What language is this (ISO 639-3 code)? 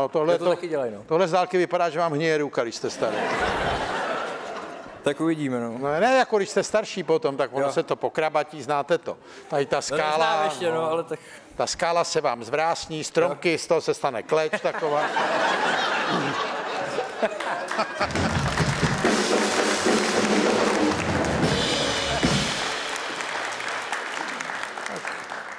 ces